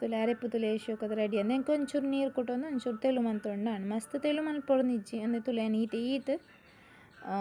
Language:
Tulu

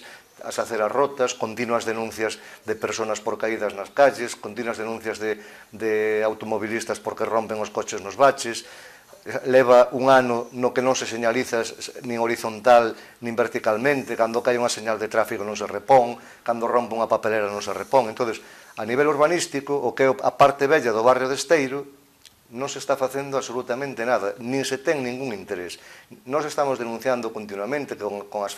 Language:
Galician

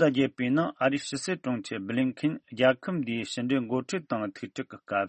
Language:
Tibetan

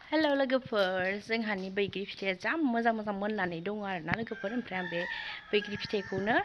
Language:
Bodo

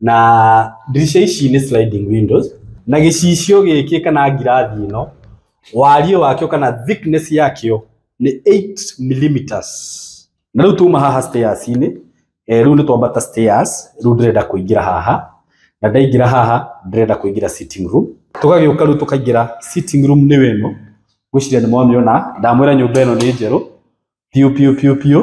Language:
Kikuyu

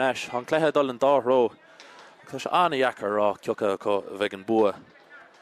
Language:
Irish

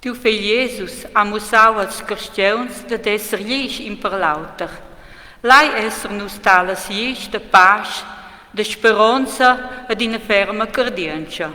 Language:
Romansh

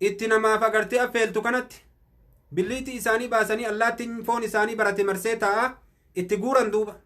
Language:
Oromo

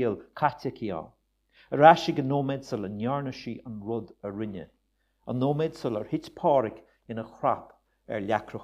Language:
Irish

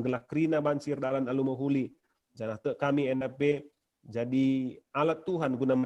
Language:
Batak Karo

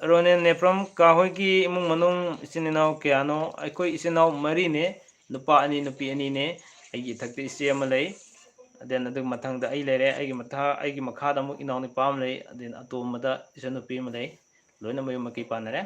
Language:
Manipuri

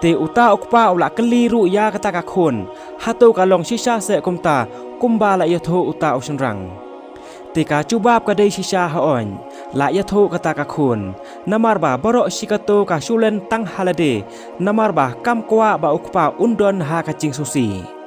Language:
Khasi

